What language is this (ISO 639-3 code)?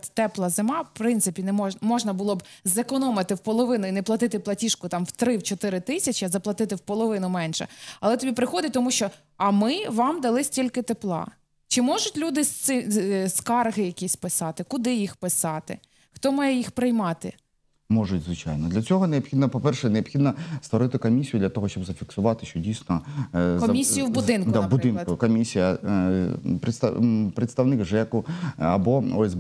ukr